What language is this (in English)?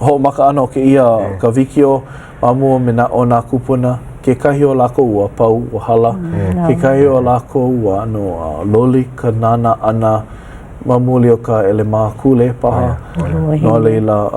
Hawaiian